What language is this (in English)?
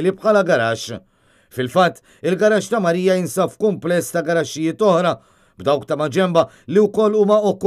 Maltese